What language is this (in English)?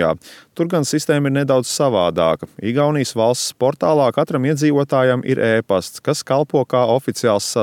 Latvian